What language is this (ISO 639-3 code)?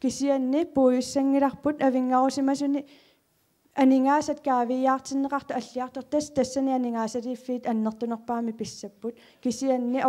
kal